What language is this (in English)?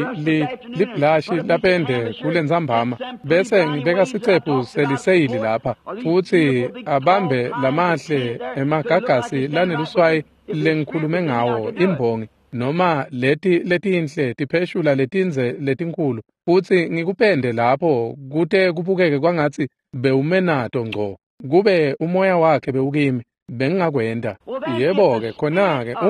Swati